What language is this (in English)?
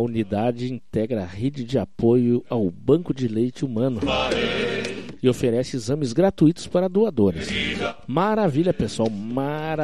Portuguese